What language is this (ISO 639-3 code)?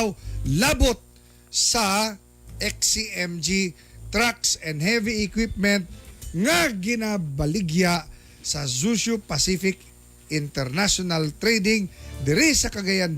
ceb